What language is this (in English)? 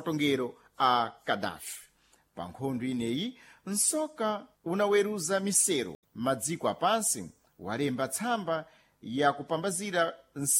Sena